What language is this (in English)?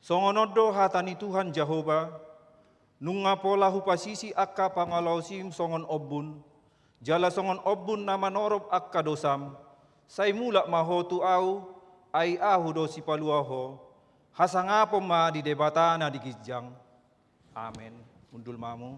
Batak Toba